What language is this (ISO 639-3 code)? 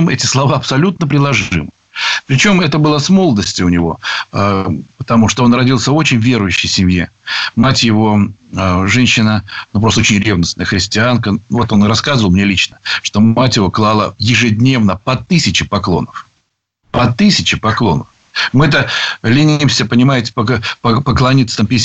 rus